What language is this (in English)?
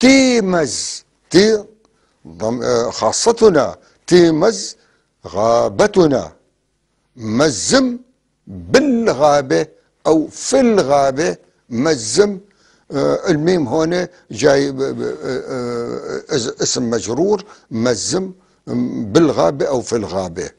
North Levantine Arabic